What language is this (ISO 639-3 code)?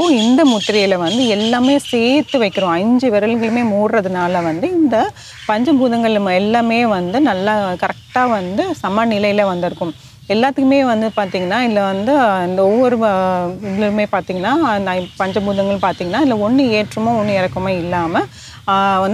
tam